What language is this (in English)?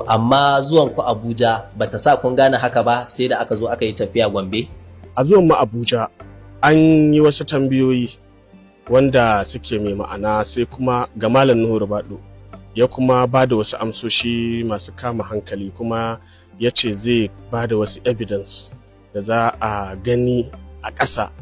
Hausa